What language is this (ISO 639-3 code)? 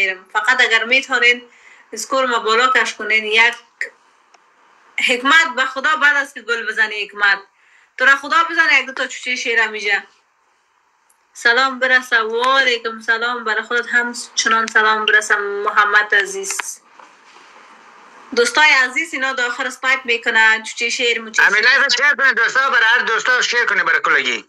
fas